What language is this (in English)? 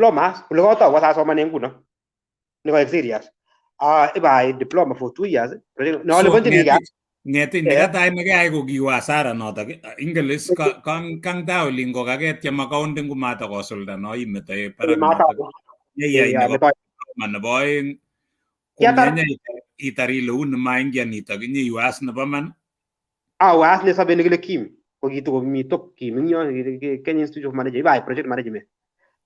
Kalenjin